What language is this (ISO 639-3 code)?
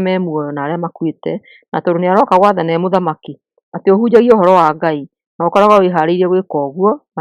kik